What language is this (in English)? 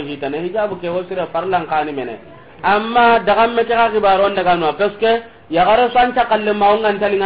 Soninke